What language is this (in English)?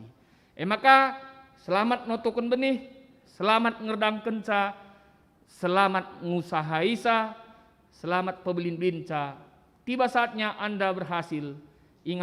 Batak Karo